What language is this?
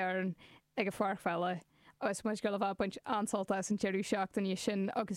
Irish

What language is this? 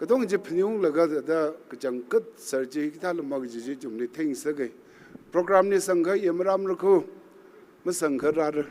Tangkhul Naga (India)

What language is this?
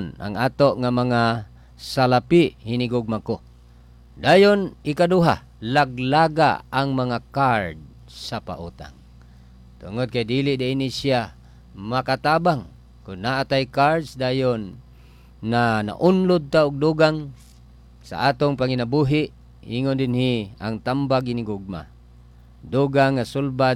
Cebuano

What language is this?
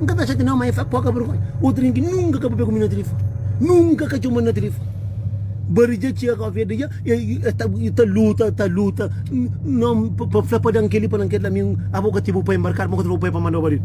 Kabuverdianu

